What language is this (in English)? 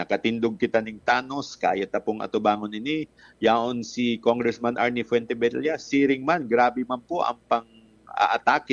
Bikol